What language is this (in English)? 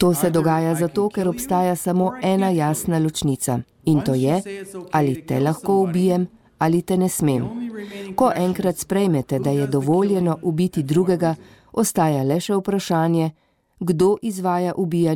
Slovenian